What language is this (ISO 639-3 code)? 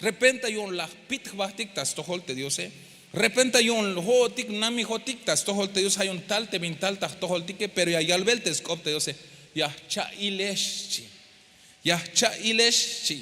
tzh